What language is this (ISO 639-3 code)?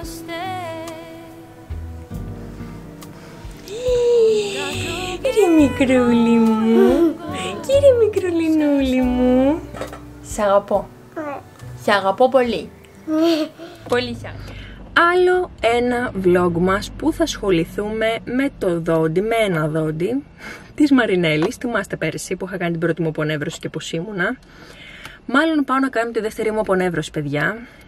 ell